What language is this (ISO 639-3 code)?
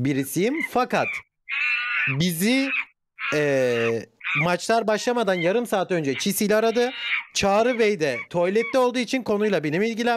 tur